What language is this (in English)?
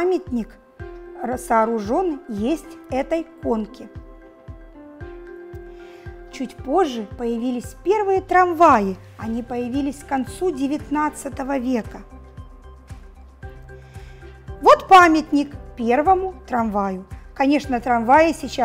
Russian